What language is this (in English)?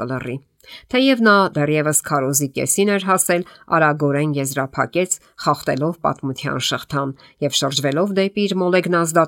Armenian